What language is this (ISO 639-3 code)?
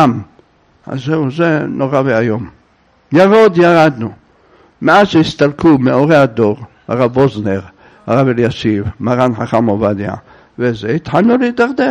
heb